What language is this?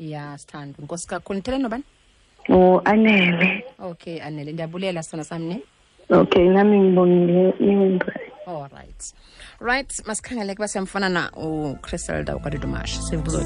Xhosa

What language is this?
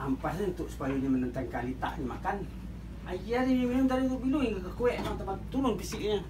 Minangkabau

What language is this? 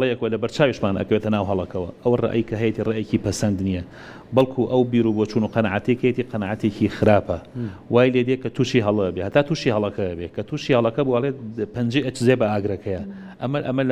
Central Kurdish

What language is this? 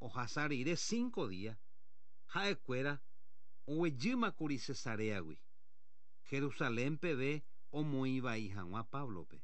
Guarani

